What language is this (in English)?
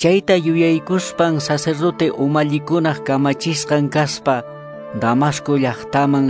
Quechua